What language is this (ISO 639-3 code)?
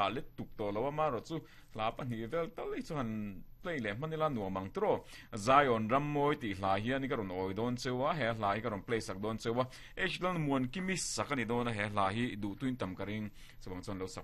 lus